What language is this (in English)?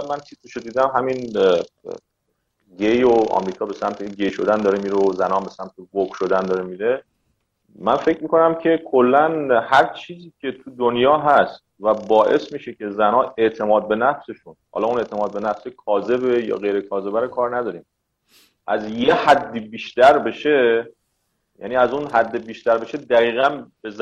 Persian